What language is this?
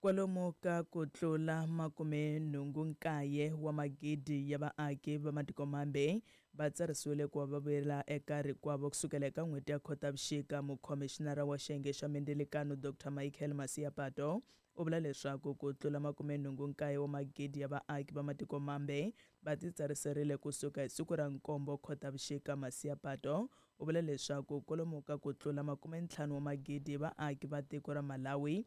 Tsonga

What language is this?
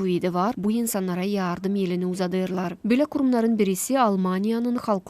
Gagauz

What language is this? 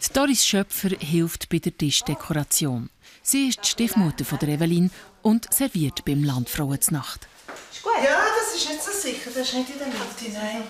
Swiss German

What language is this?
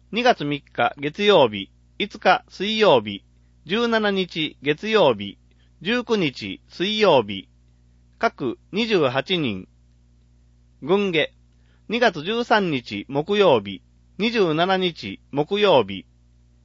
Japanese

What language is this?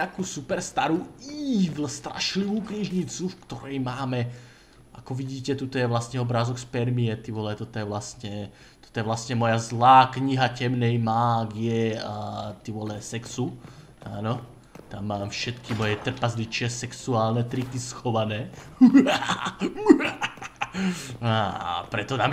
Slovak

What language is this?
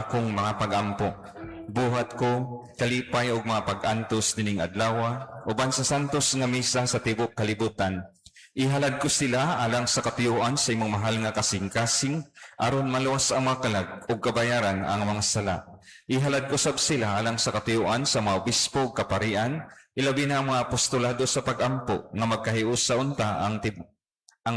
Cebuano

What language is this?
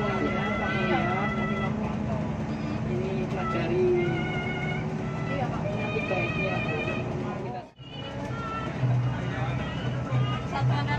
Indonesian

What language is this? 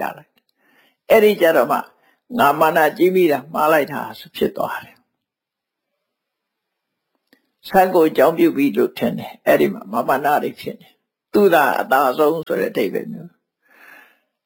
Burmese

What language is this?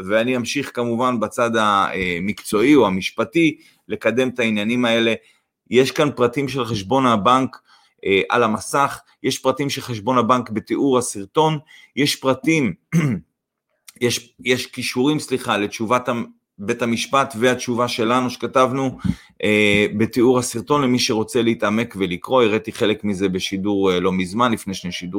Hebrew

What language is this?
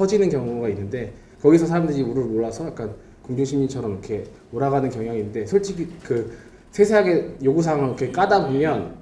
Korean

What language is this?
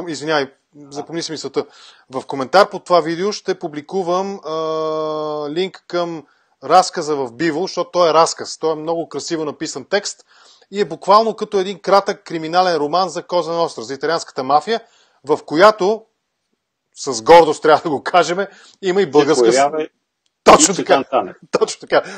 Bulgarian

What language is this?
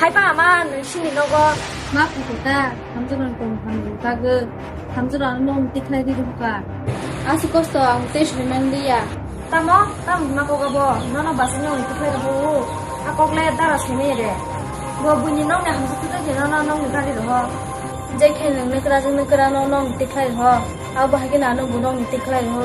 Kok Borok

